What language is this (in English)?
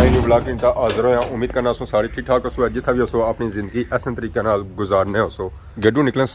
Pahari-Potwari